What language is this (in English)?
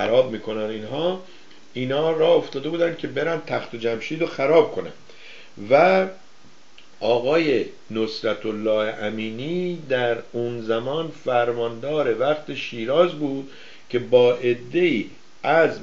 Persian